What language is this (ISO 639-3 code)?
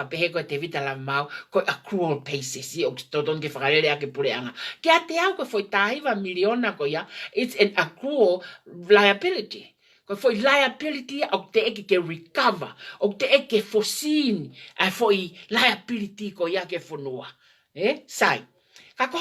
ton